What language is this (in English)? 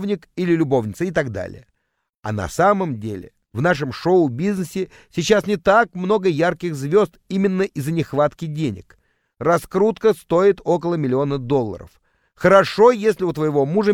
Russian